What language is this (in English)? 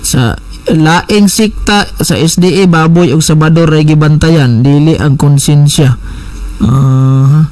Cebuano